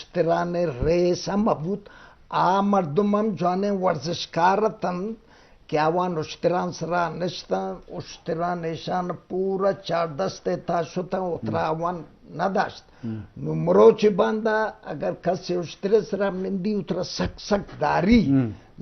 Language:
Eastern Balochi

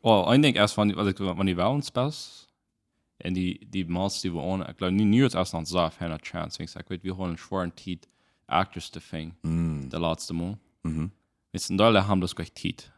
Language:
Plautdietsch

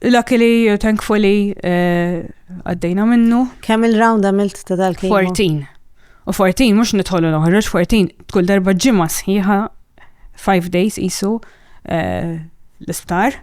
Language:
Maltese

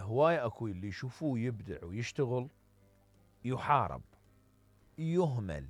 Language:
Mesopotamian Arabic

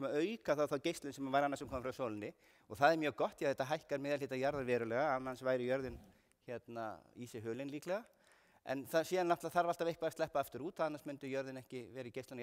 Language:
Icelandic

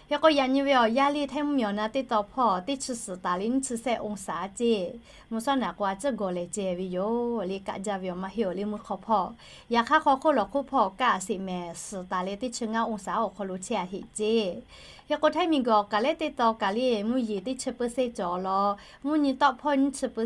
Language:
Lahu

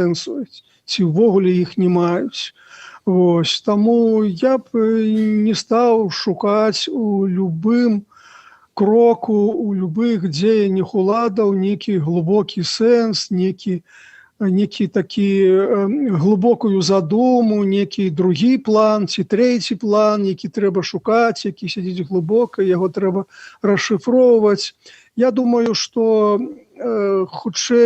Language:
Belarusian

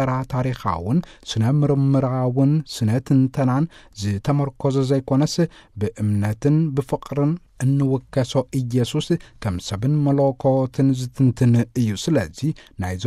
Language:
Tigrinya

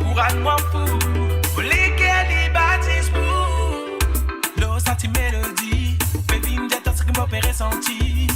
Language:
Morisyen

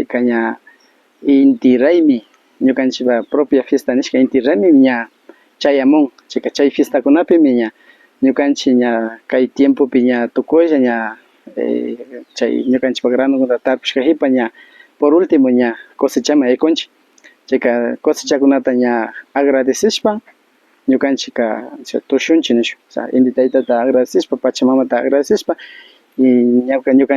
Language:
Imbabura Highland Quichua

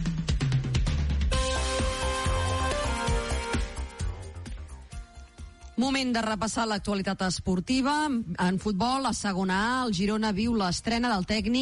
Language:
Catalan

